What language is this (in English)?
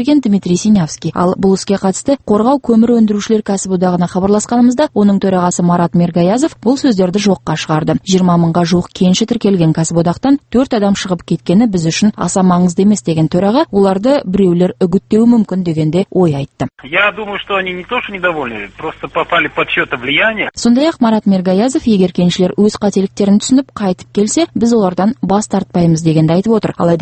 Kazakh